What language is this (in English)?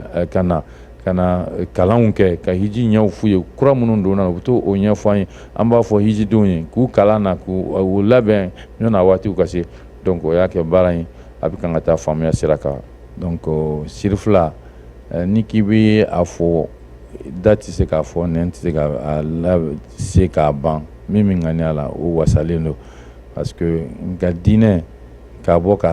Bambara